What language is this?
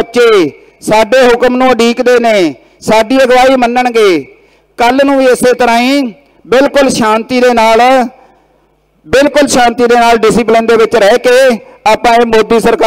Punjabi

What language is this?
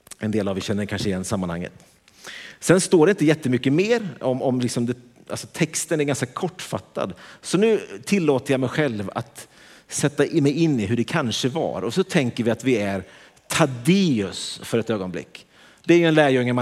Swedish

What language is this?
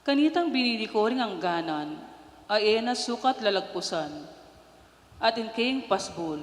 Pampanga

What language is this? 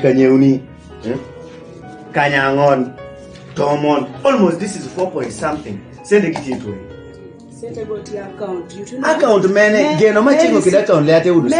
Kumam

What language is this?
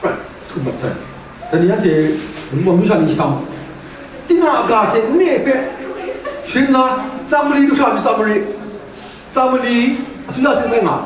Kachin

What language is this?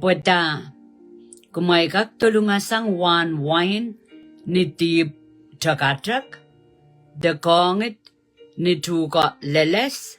Pohnpeian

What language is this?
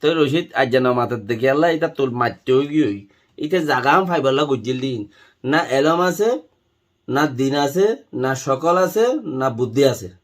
Rohingya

